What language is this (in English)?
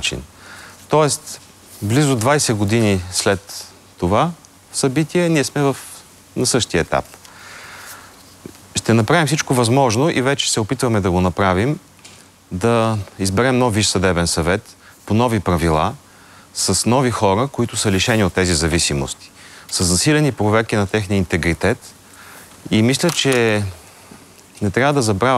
Bulgarian